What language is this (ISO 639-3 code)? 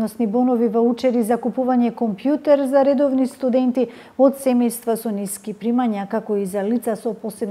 mkd